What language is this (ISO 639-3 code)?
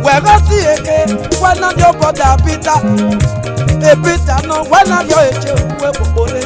ish